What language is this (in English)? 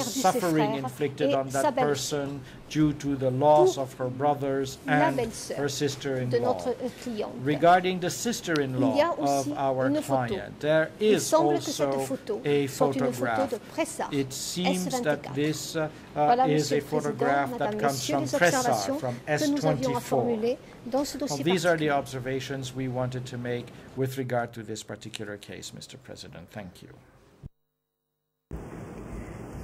French